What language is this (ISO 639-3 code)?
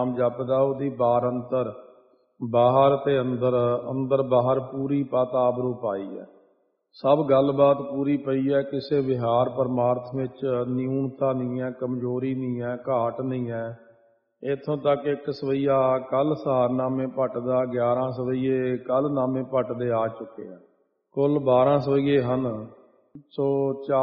pan